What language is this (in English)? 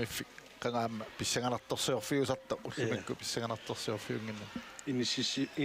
Kalaallisut